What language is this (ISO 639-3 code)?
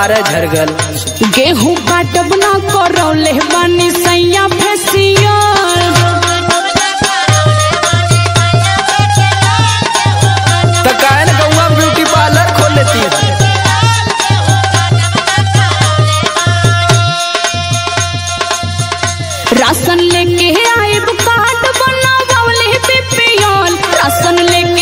bho